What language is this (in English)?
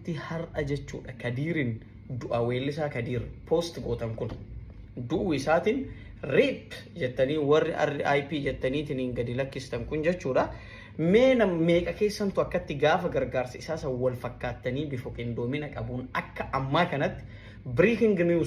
Oromo